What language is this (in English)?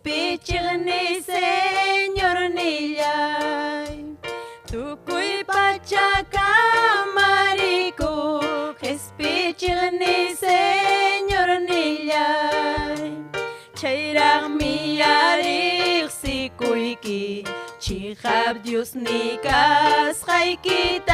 Ayacucho Quechua